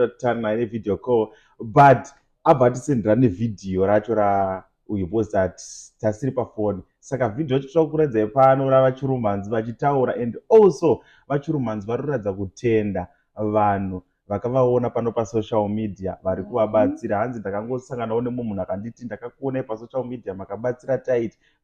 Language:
Shona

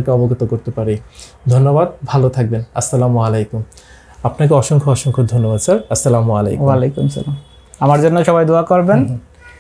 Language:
Bangla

